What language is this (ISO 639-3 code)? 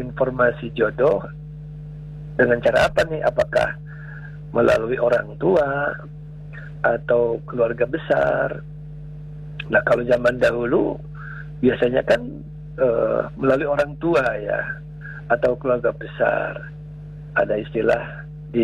ind